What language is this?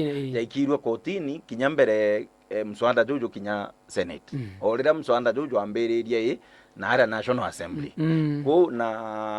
Meru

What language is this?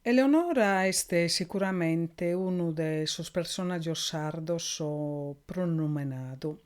Sardinian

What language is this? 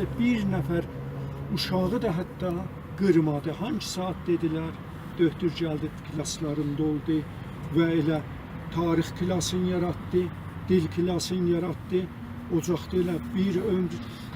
South Azerbaijani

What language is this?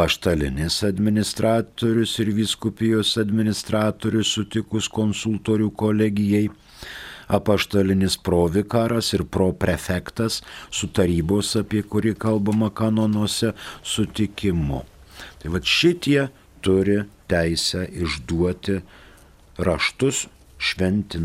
Lithuanian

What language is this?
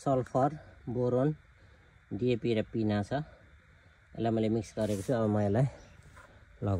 Nepali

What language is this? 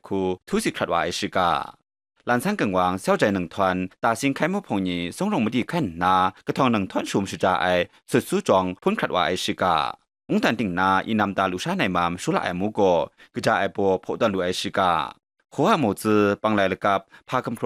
Kachin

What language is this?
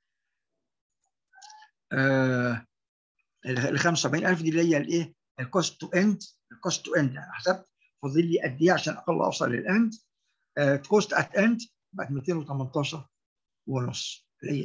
Egyptian Arabic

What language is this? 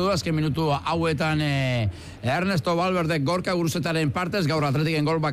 Basque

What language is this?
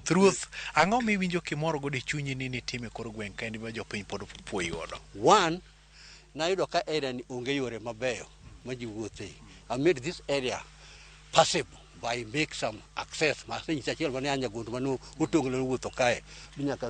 Luo (Kenya and Tanzania)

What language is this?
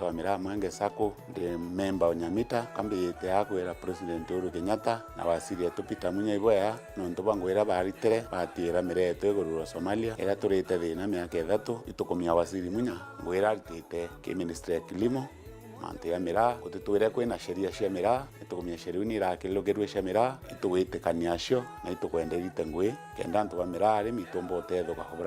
Meru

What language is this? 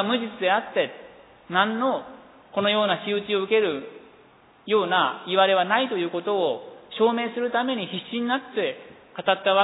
Japanese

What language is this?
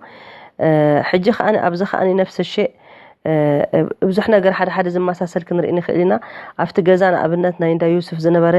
Tigrinya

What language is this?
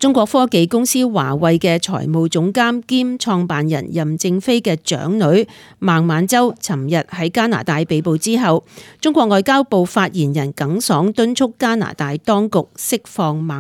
Cantonese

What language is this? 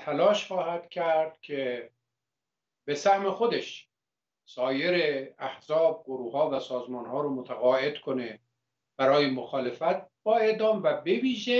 Persian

